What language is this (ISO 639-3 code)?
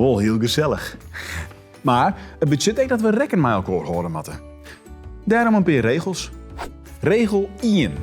fry